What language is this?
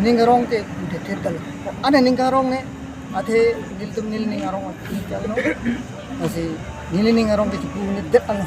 Karbi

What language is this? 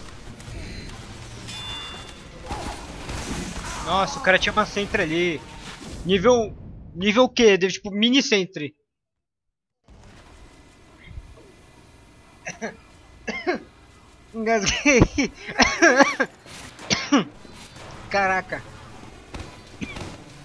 Portuguese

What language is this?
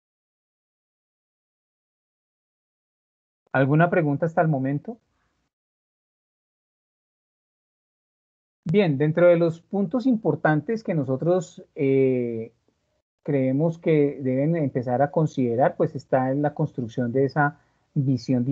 Spanish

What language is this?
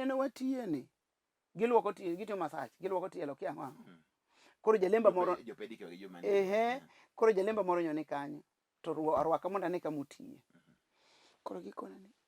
Luo (Kenya and Tanzania)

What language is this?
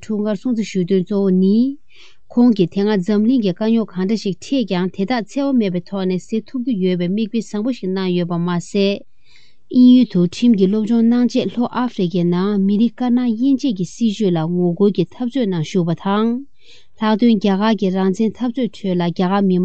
Tibetan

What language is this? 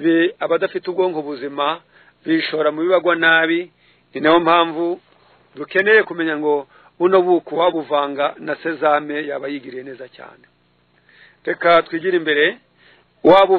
Kinyarwanda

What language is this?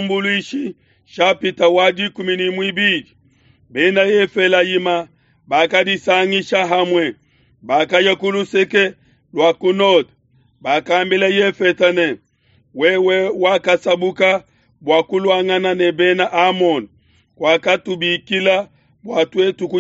Luba-Lulua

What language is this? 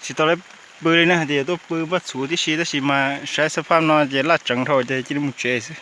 Hmong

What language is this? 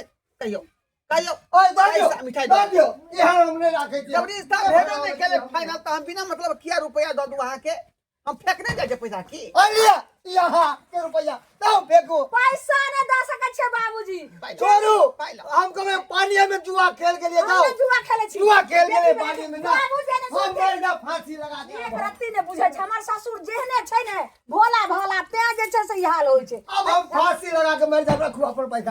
Maithili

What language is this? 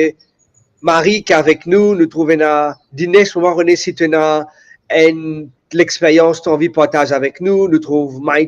Morisyen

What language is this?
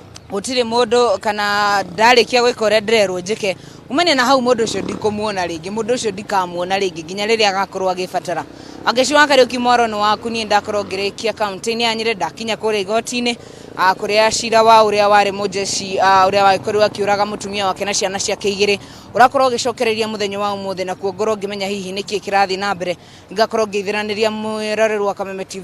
Kikuyu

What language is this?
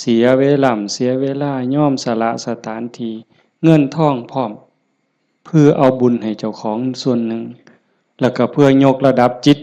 Northeastern Thai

